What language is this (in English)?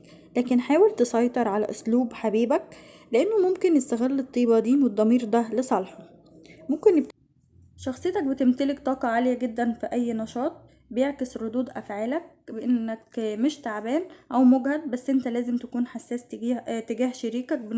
Egyptian Arabic